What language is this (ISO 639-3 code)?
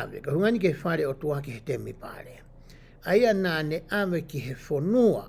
ton